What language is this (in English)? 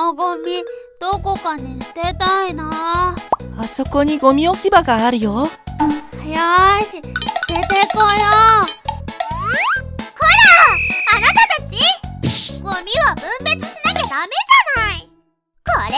Japanese